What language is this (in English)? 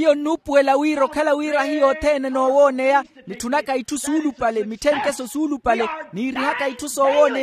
Makhuwa